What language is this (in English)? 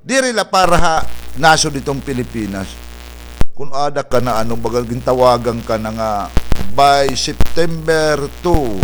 Waray